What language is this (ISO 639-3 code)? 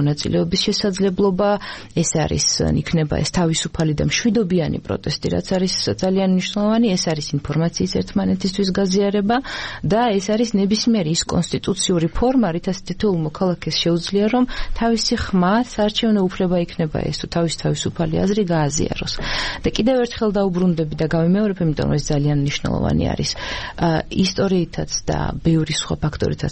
kat